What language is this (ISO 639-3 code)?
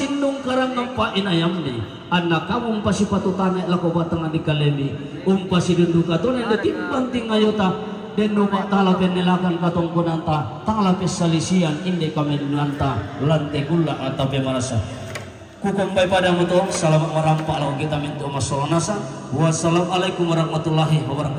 sda